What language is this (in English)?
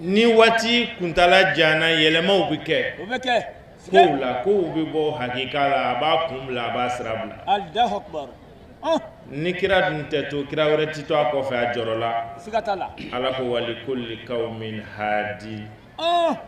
Bambara